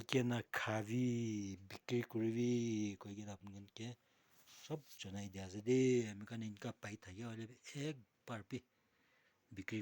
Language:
Naga Pidgin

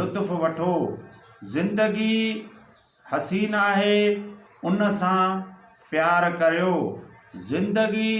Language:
Sindhi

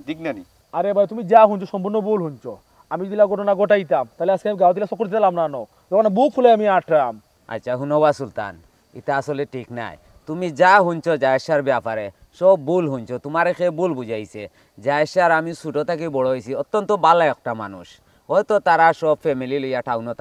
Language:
Sylheti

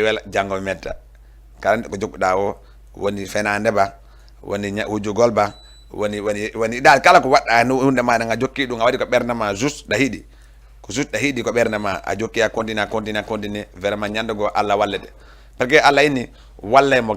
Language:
Fula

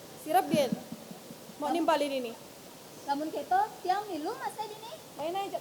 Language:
Balinese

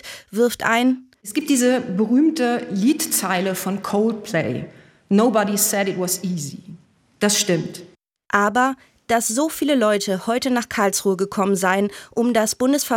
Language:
German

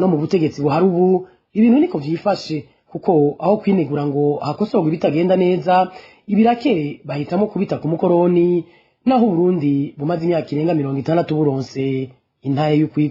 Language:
Rundi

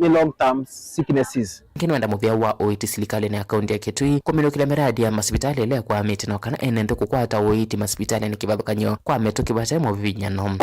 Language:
Kamba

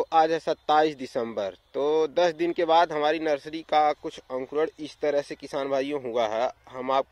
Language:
Hindi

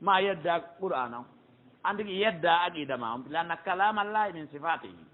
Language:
Pular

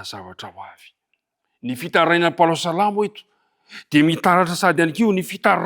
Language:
Malagasy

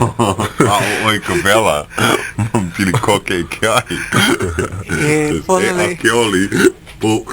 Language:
Hawaiian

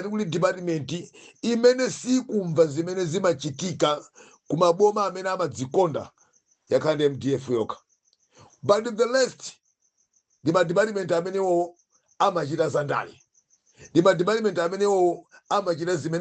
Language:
Nyanja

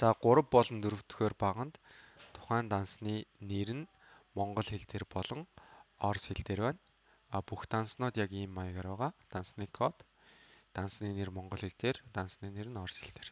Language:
Mongolian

